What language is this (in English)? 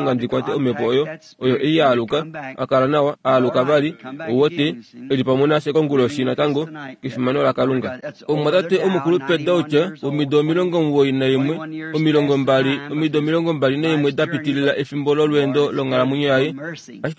Kuanyama